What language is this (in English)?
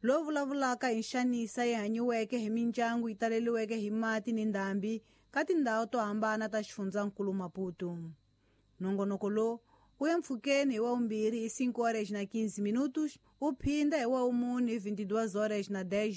Tsonga